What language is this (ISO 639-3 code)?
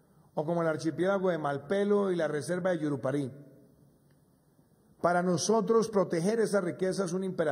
spa